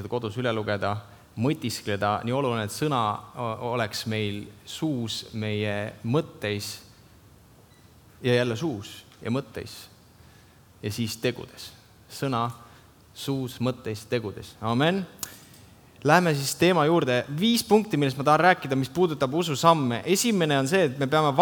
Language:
Estonian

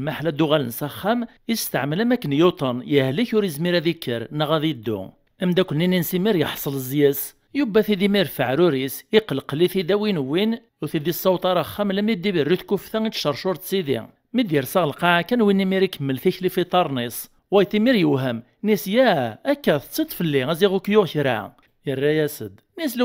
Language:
Kabyle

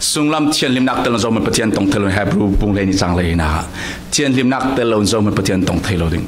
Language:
Falam Chin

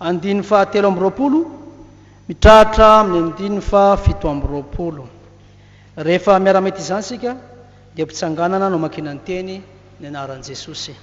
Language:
Malagasy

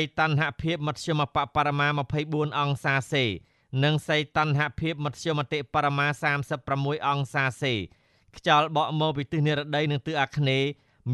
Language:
Khmer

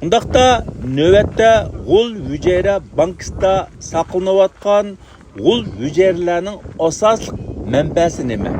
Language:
Uyghur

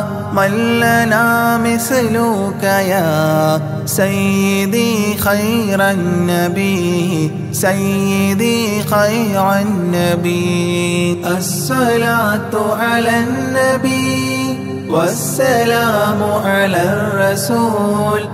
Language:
Arabic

